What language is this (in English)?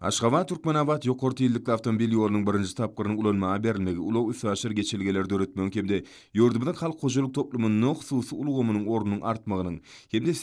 Turkmen